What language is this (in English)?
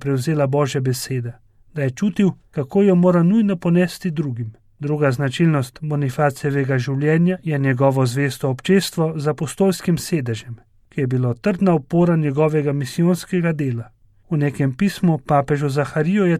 Slovenian